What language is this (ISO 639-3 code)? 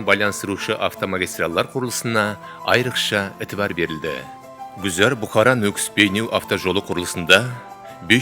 kaa